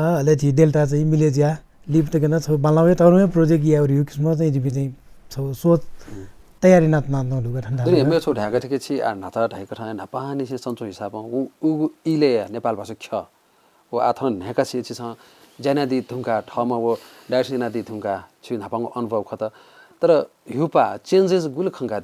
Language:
Newari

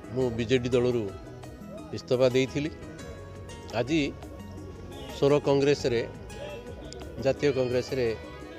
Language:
Odia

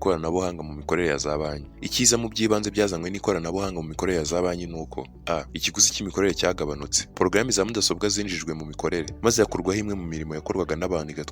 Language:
Kinyarwanda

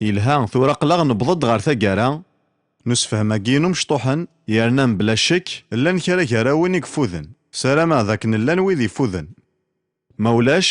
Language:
Kabyle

